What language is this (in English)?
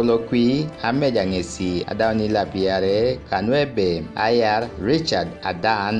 Teso